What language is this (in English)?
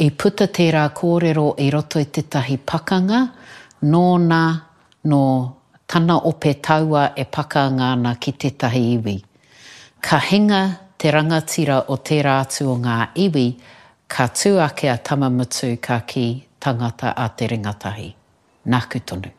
Māori